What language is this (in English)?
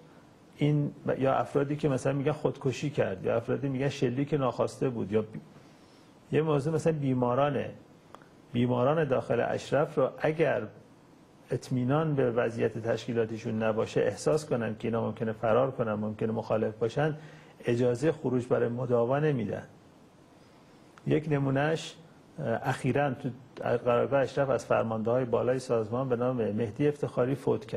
Persian